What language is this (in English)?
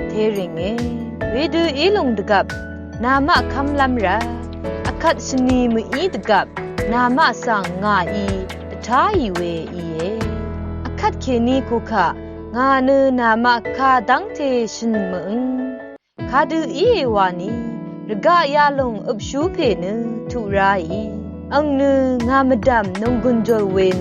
Rawang